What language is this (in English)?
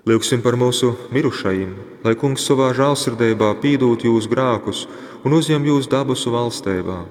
Latgalian